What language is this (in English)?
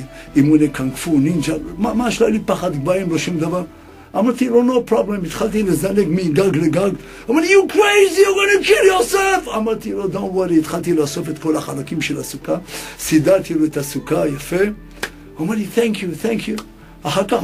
Hebrew